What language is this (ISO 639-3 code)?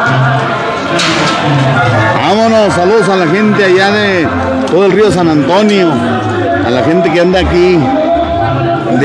spa